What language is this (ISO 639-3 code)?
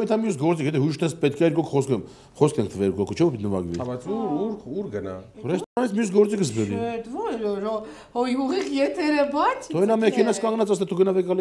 hye